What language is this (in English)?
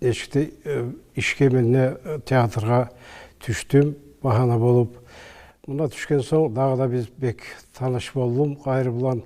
Kumyk